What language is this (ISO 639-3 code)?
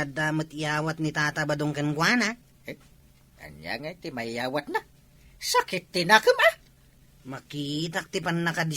ilo